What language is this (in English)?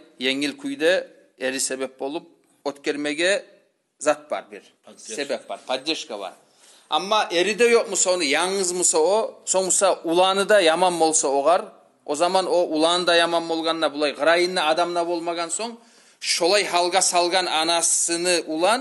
Kumyk